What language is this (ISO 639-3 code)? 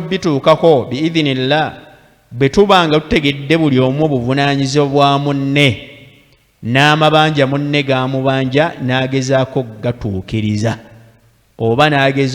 lug